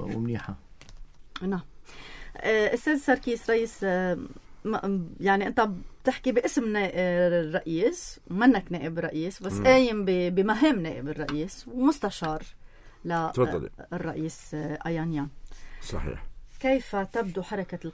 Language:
North Levantine Arabic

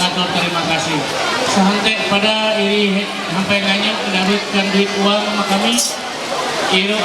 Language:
Ma'anyan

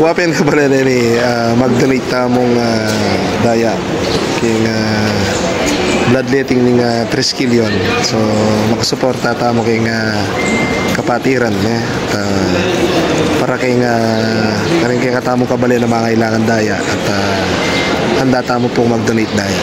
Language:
Pampanga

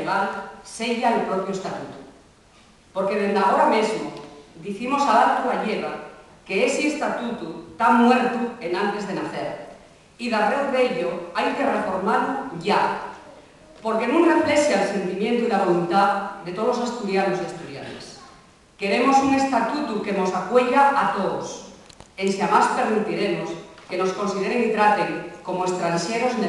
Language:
Asturian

